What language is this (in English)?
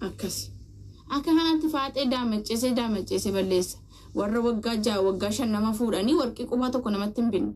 Oromo